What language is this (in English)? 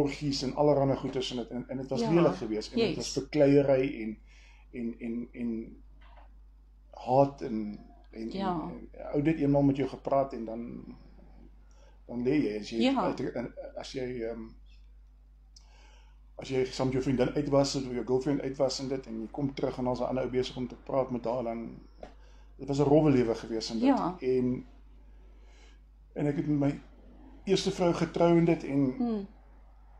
Afrikaans